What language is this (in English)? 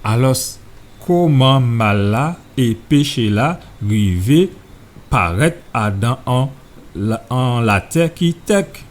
Guadeloupean Creole French